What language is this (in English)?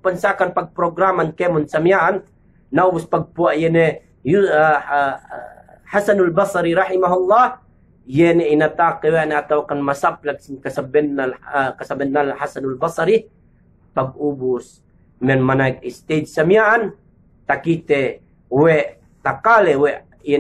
Yakan